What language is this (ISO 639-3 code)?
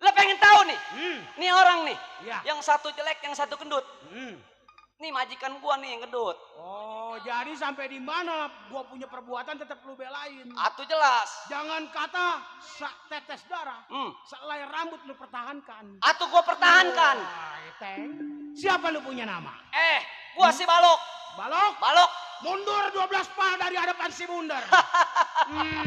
bew